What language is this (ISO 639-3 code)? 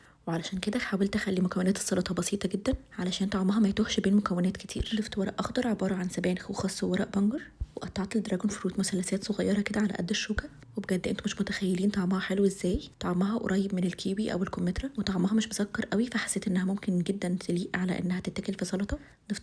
arz